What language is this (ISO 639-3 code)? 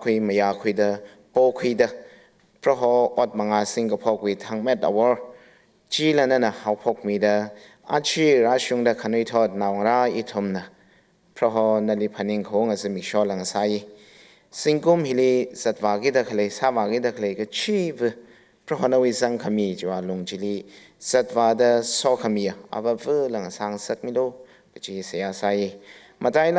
nmf